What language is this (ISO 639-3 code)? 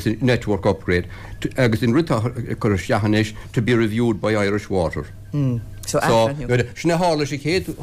gle